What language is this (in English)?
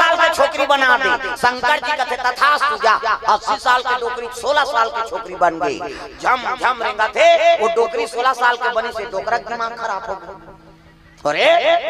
Chhattisgarhi